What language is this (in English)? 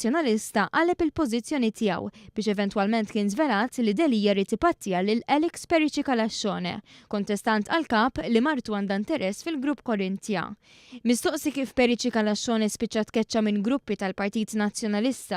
Maltese